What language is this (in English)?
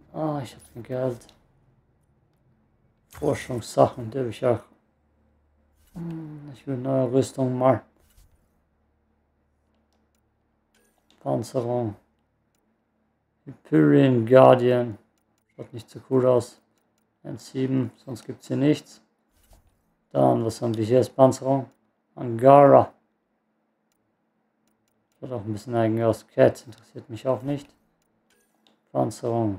German